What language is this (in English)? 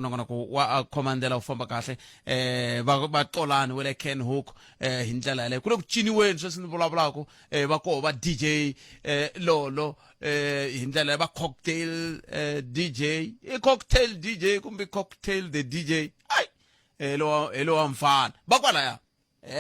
Tsonga